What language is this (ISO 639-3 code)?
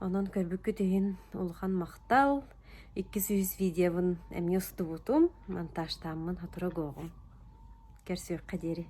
sah